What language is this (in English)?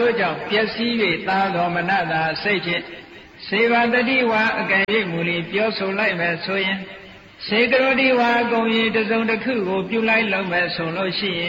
Burmese